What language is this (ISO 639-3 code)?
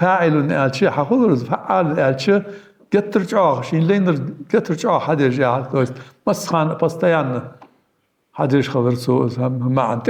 inh